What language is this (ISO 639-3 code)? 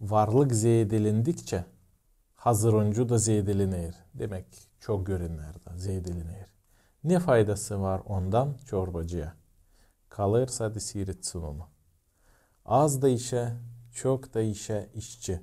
gag